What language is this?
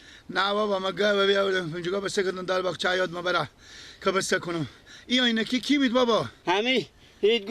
Persian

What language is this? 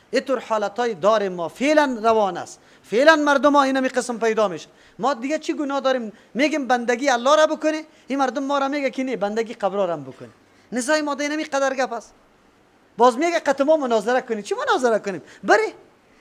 Persian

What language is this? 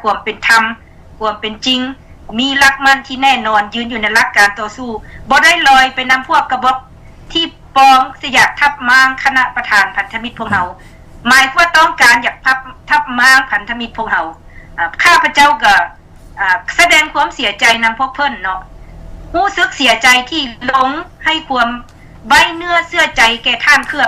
Lao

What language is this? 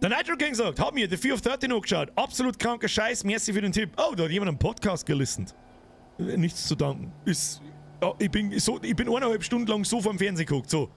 Bavarian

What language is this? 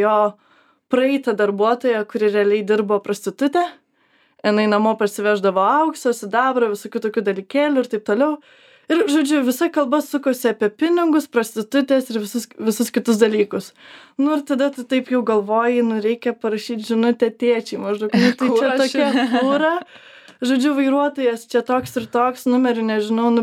Lithuanian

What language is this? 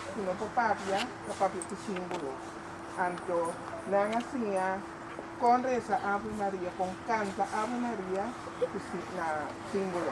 Papiamento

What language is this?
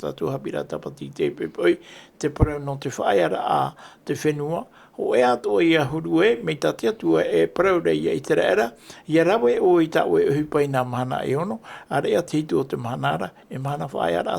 Tahitian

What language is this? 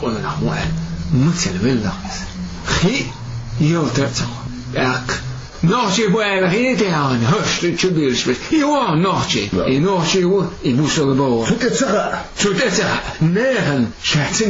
Chechen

